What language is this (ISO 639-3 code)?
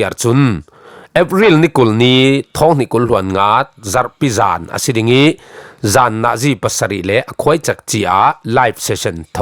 cfm